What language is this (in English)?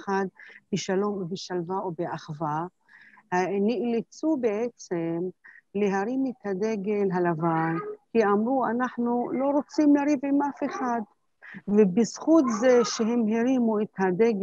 Hebrew